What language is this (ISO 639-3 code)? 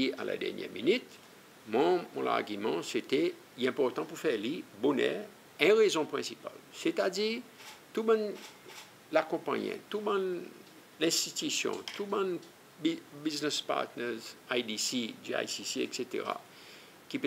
crs